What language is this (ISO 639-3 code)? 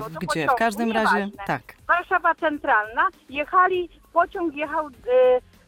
pol